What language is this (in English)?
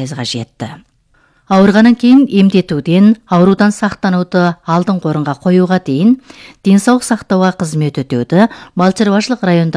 Kazakh